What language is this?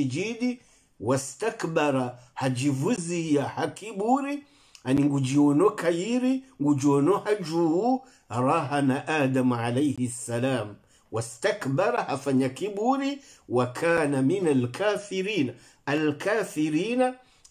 Swahili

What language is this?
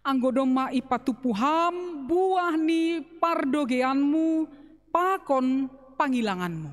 Batak Simalungun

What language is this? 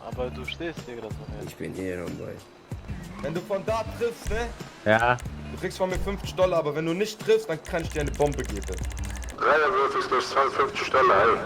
Swiss German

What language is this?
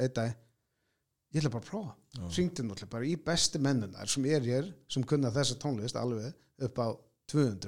Icelandic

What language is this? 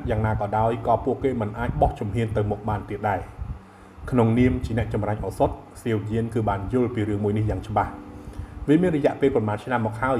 Khmer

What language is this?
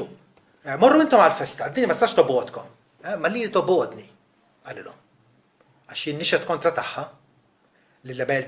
Maltese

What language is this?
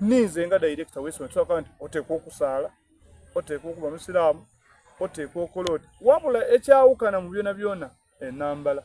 Soga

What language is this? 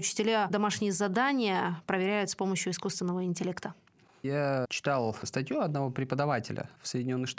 Russian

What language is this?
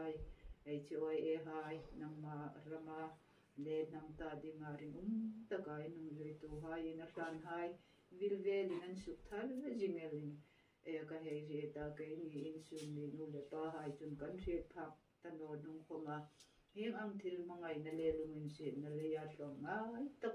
Hmar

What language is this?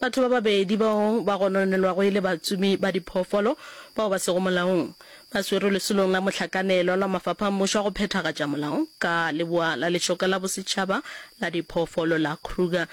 Northern Sotho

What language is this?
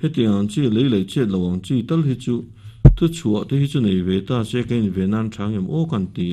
Mizo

